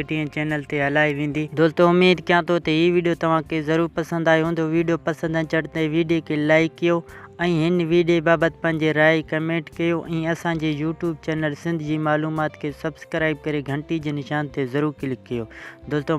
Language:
Sindhi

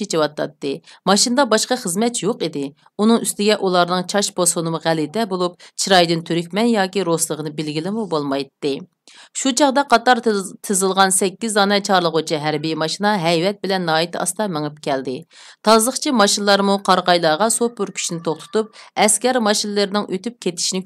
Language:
Uyghur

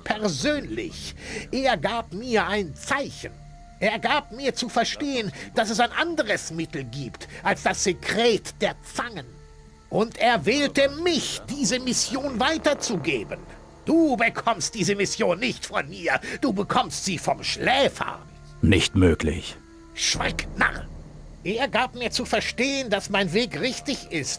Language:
Bavarian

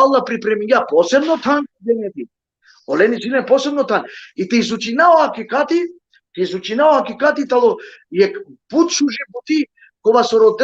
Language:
Balkan Romani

